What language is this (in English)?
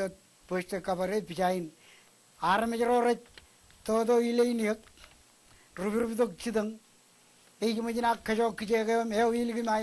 Marshallese